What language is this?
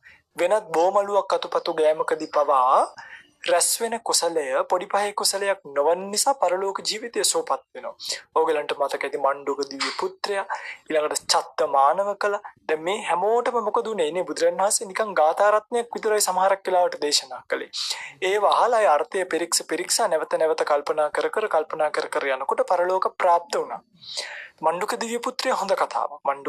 Sinhala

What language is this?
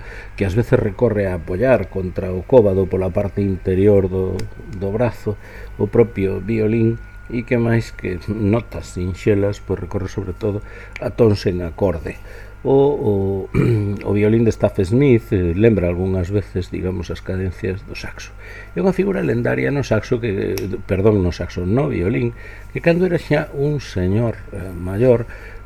Galician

